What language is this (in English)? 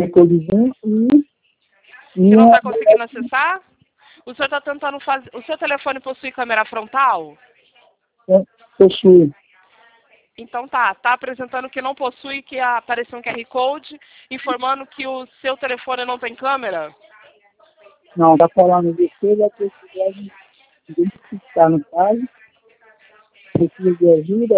Portuguese